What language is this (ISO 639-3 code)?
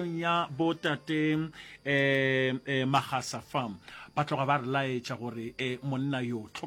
nso